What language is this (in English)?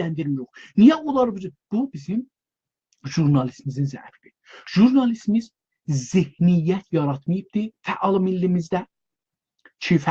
South Azerbaijani